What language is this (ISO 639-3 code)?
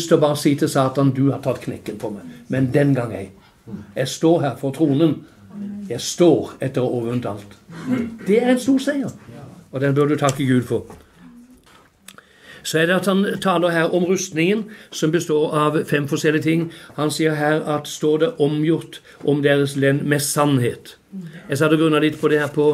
nor